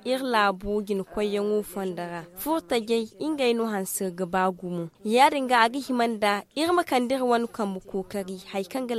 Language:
Zarma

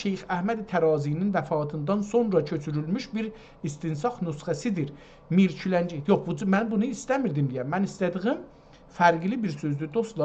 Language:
South Azerbaijani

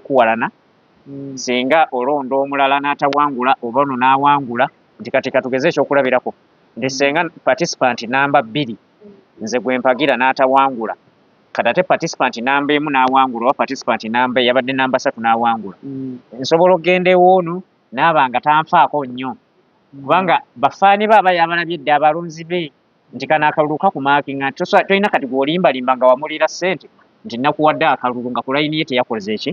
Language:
Ganda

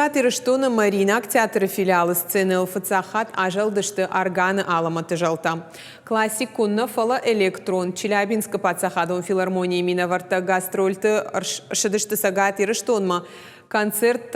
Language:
Ossetic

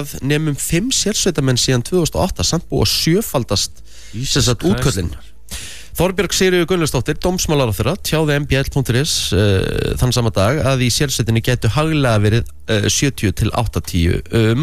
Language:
Icelandic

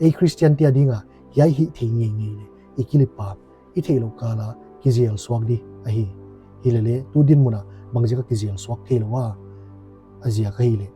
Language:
Paite Chin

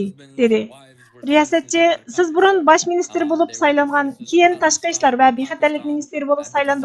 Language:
Uyghur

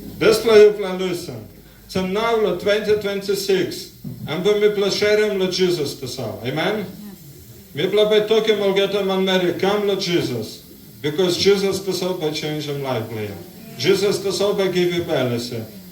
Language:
Tok Pisin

